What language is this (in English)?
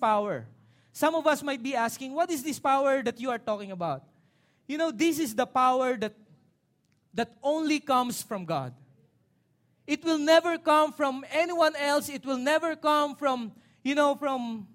Filipino